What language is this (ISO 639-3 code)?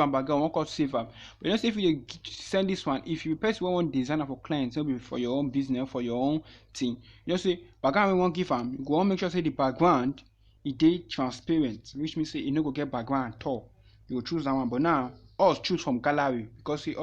pcm